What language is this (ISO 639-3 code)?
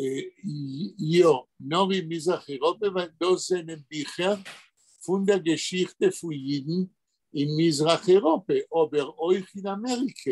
yid